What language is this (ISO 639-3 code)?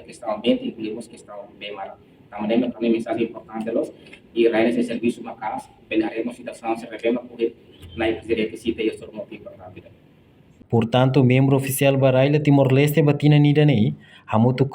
tet